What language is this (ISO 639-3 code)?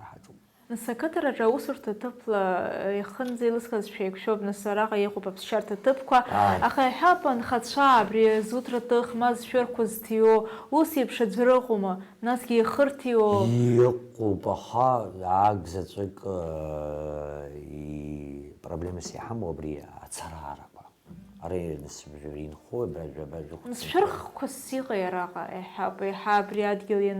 abk